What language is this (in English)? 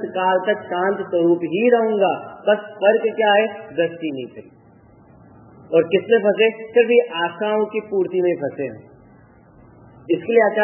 Hindi